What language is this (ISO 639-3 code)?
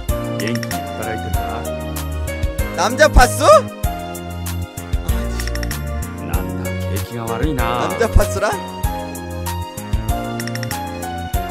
kor